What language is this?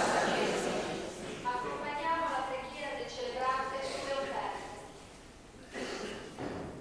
Italian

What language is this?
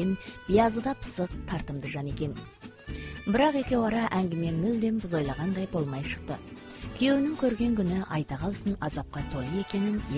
Kazakh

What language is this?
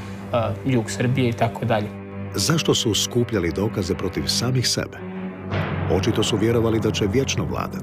Croatian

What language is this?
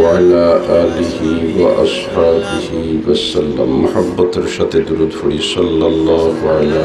Sylheti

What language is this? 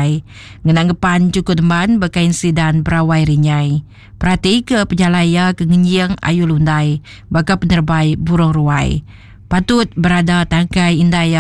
Iban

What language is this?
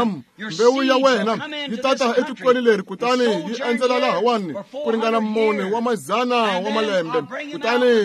Tsonga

